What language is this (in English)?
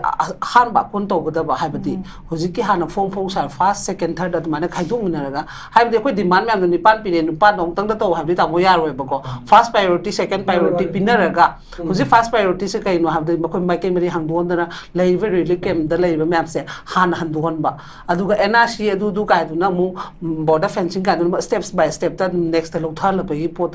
Manipuri